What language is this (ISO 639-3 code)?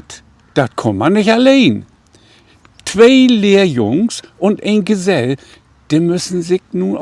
nds